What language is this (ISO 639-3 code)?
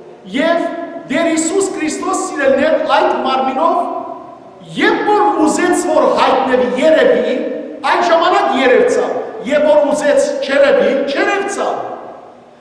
hyw